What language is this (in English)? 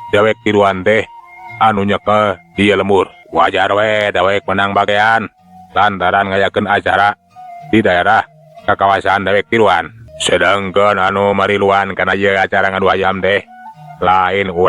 Sundanese